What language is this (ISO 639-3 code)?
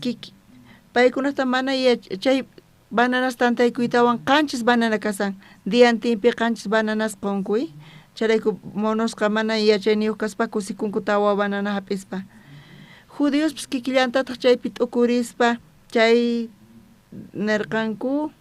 quh